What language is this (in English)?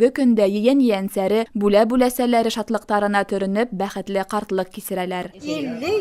Bashkir